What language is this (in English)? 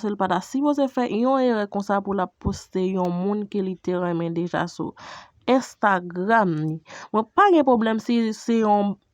Haitian Creole